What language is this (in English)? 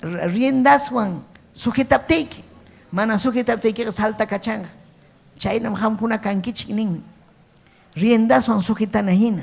Ayacucho Quechua